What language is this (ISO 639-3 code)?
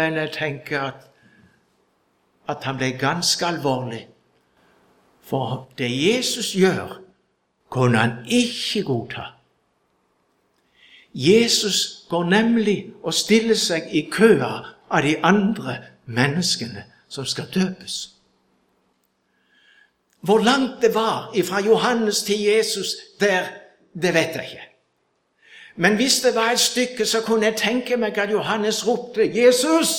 nor